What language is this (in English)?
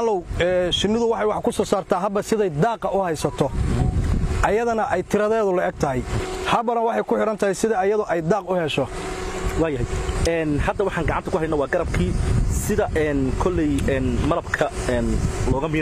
Somali